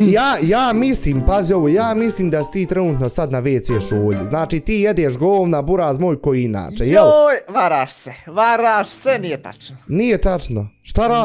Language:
Bosnian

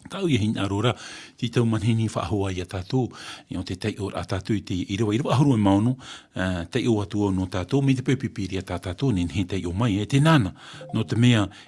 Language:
Tahitian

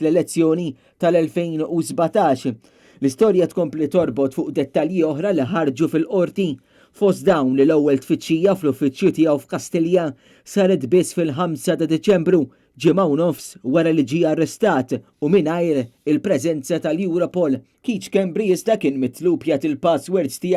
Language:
Maltese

